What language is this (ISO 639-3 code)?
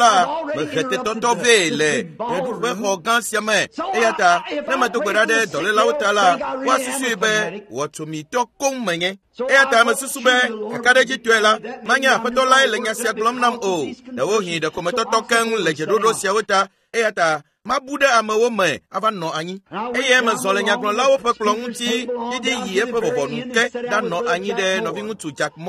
ewe